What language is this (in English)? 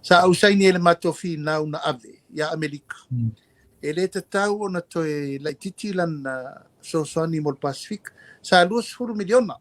Samoan